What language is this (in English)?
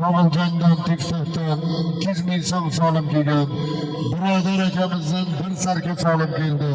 Uzbek